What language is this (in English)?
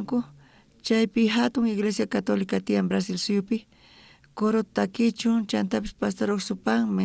South Bolivian Quechua